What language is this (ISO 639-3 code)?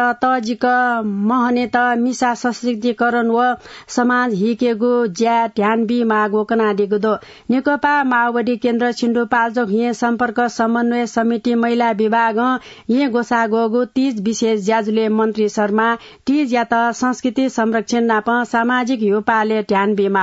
new